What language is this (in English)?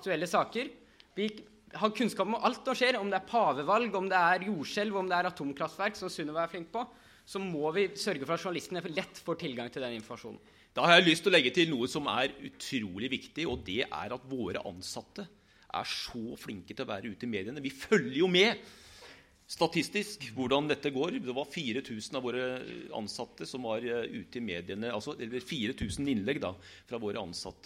Norwegian